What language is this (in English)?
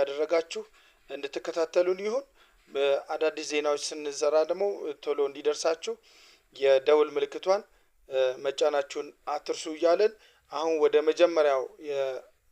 Amharic